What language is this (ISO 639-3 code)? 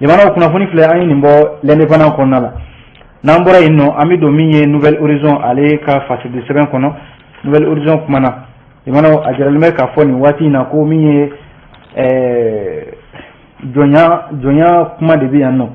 bam